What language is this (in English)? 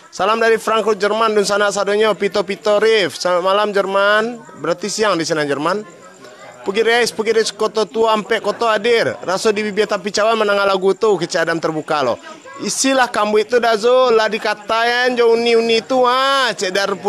Minangkabau